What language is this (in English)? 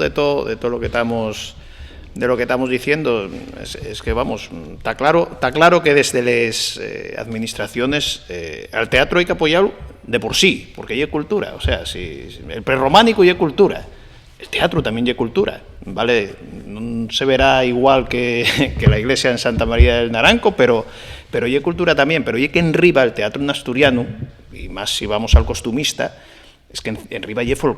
Asturian